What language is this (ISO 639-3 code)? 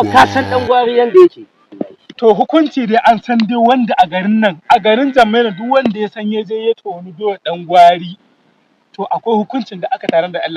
hau